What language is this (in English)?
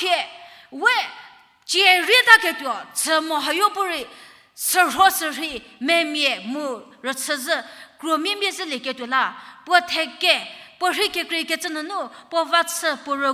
Angami Naga